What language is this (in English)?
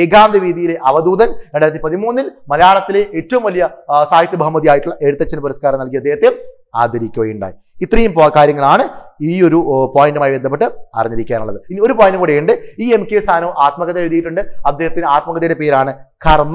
Malayalam